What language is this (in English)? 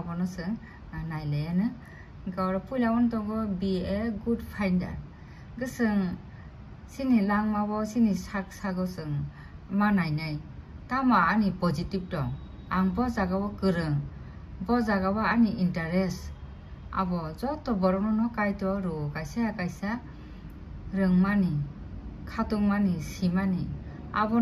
Kok Borok